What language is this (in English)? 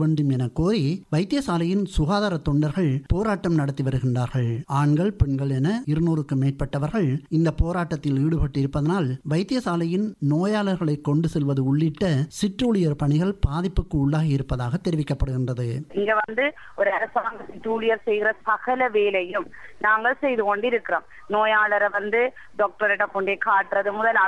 Tamil